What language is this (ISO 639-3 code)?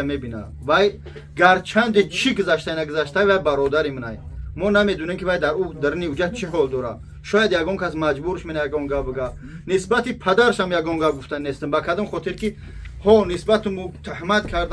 tgk